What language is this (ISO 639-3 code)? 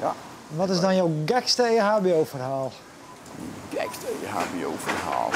fry